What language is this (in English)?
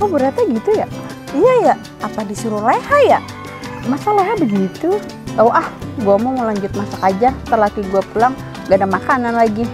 Betawi